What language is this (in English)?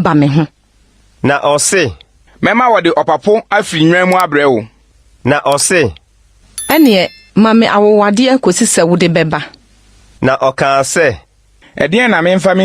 Akan